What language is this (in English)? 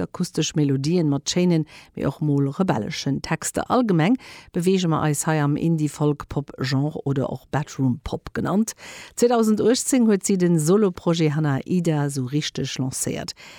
Luxembourgish